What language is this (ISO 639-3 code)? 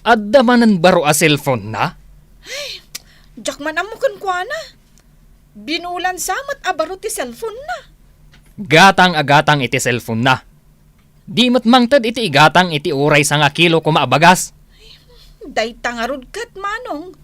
ilo